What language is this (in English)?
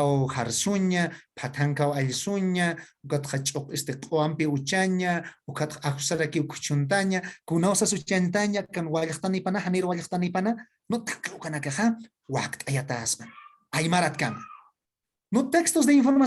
Aymara